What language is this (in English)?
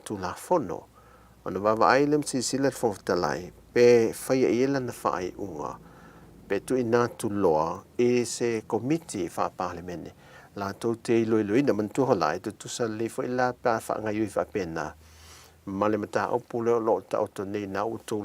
Samoan